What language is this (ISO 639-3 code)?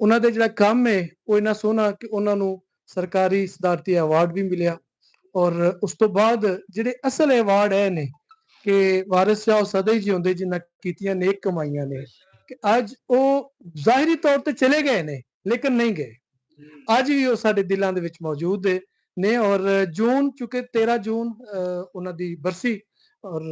lah